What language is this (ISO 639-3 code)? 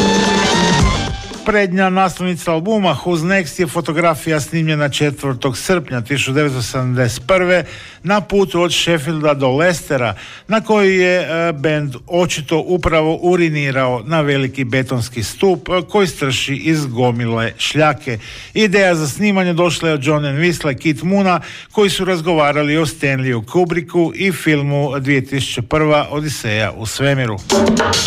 hrv